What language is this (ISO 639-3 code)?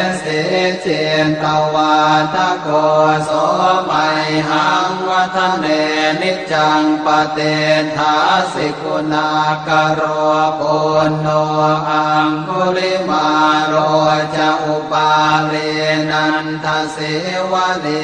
pli